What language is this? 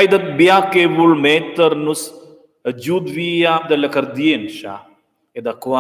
Romansh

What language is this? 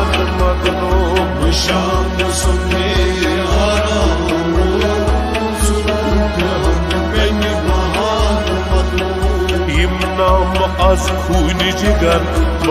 Kashmiri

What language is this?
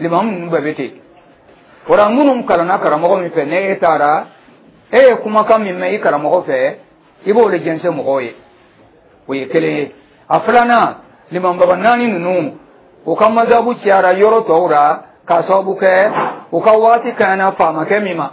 Dyula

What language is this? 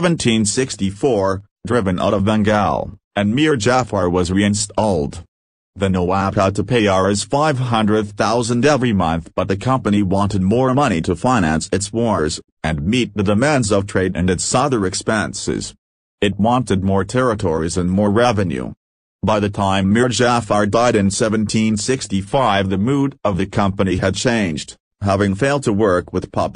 English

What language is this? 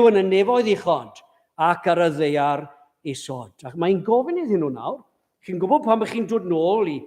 Welsh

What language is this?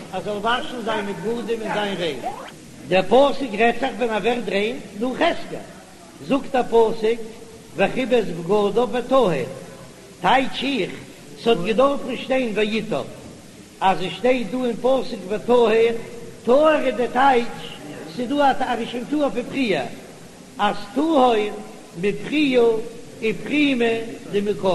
Yiddish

